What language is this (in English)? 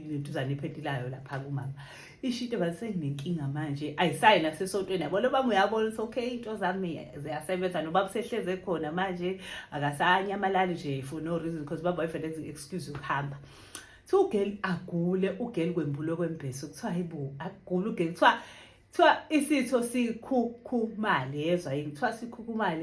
Zulu